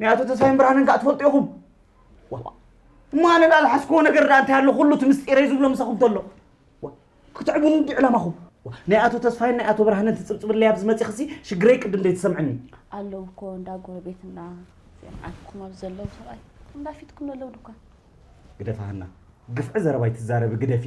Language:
Tigrinya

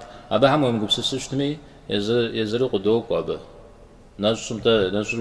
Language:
Kabardian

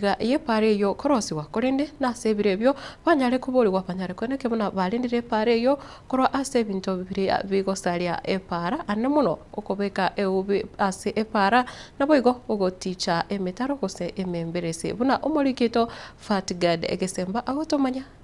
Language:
Gusii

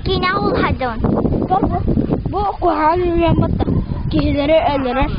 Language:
Yakut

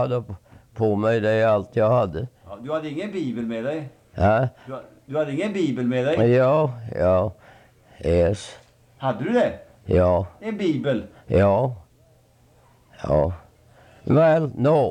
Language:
Swedish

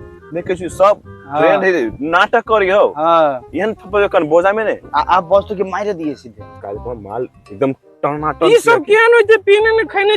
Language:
Maithili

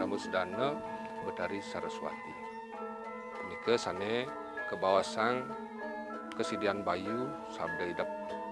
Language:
Balinese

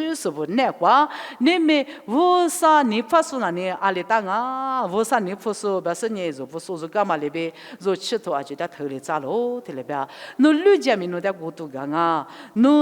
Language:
Lisu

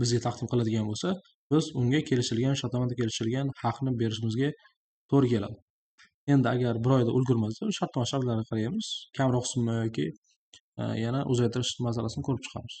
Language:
Uzbek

